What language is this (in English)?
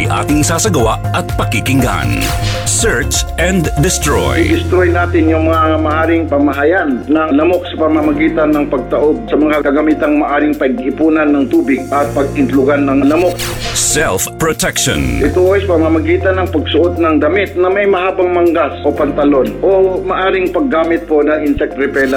Filipino